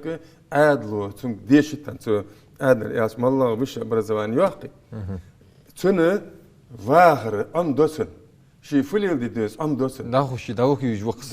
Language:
Ingush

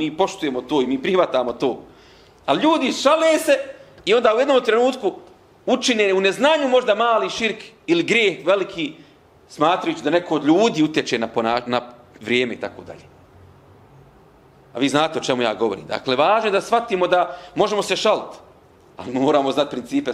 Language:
Bosnian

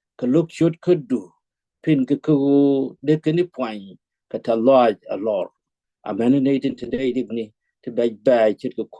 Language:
Nuer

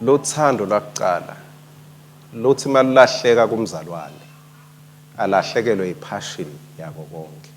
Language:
Swati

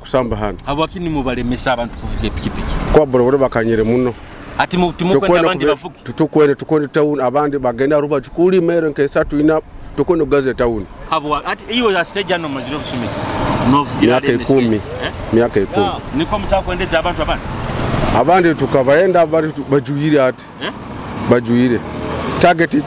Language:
Nyoro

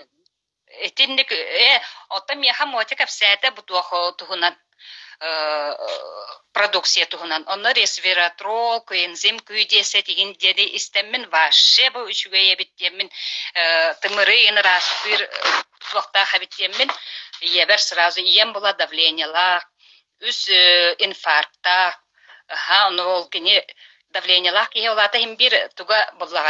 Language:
Yakut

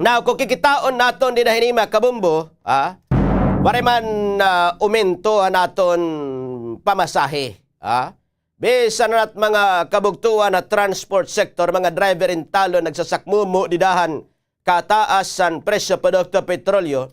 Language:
Waray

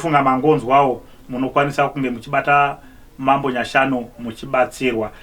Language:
Shona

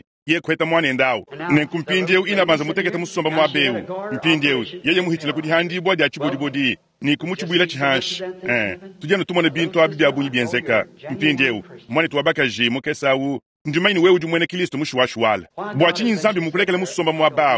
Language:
Luba-Lulua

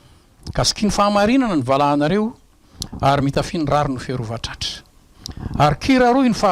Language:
Malagasy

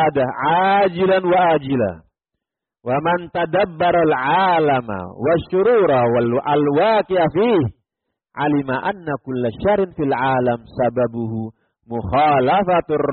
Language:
Indonesian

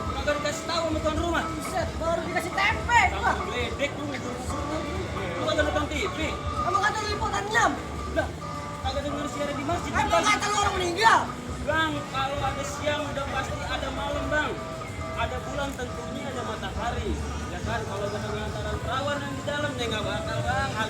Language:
Betawi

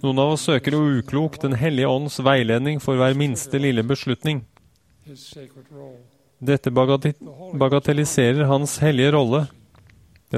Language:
Norwegian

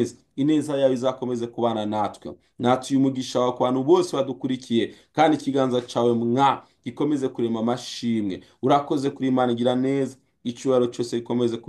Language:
Rundi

